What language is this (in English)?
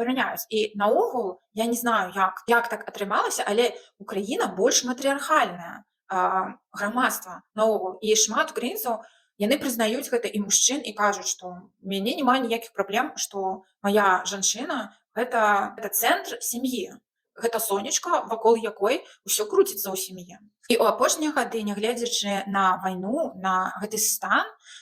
Belarusian